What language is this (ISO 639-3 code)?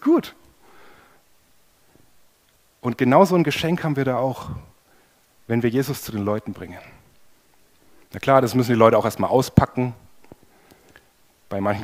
deu